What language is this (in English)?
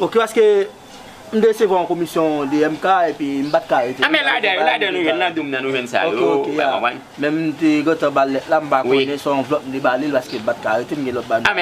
Haitian Creole